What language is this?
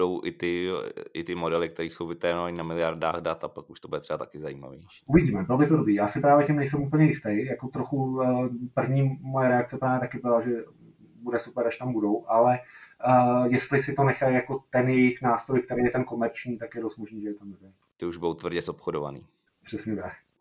Czech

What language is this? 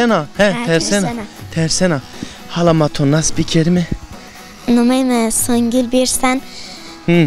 Zaza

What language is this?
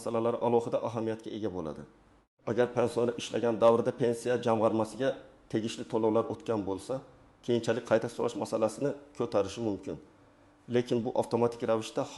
Uzbek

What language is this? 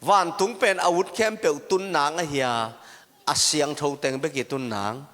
Tedim Chin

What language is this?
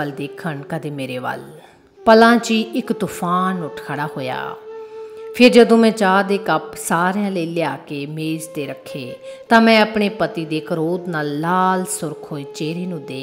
Punjabi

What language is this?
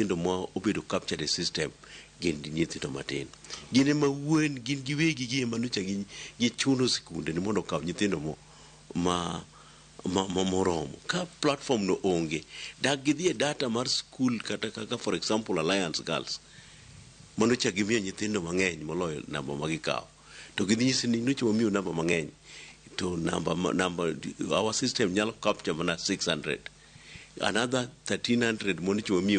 Luo (Kenya and Tanzania)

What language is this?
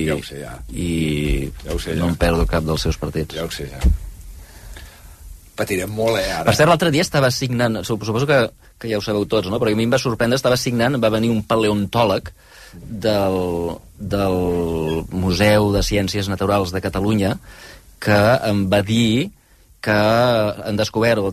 Catalan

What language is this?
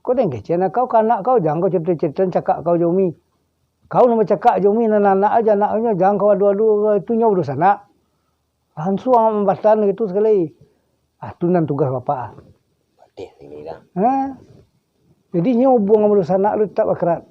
Minangkabau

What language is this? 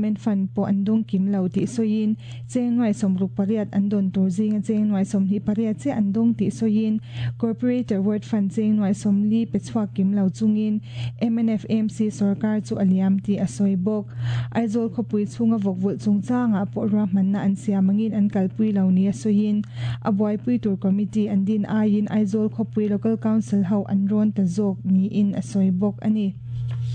Mizo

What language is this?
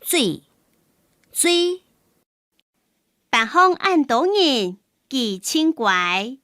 Hakka Chinese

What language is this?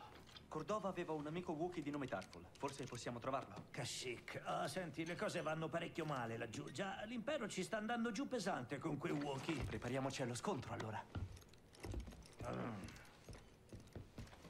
Italian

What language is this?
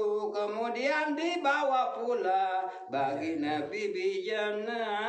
Sasak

